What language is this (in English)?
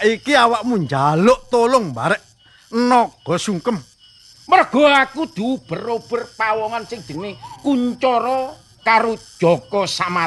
Javanese